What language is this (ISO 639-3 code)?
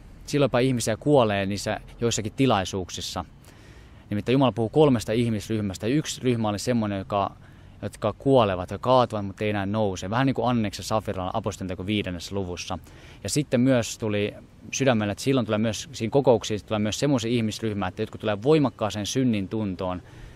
fin